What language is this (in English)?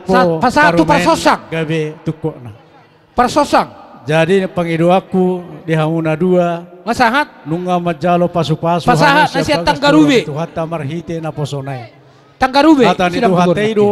Batak Toba